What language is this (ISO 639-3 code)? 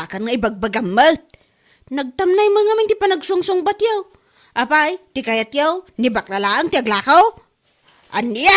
ilo